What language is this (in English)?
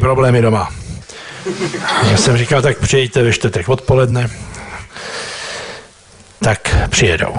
Czech